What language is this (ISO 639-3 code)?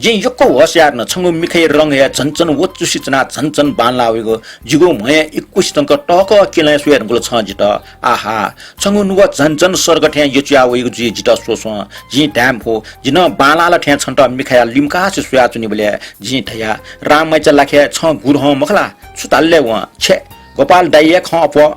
new